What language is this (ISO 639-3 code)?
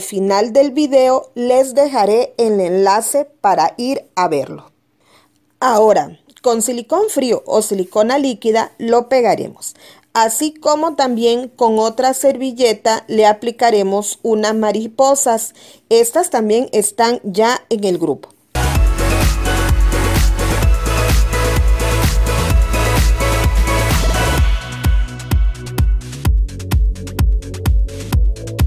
spa